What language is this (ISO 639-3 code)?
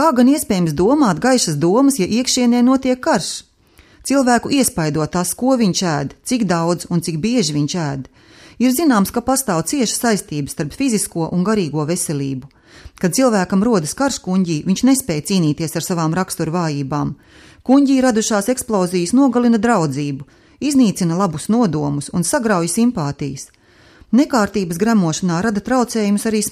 lav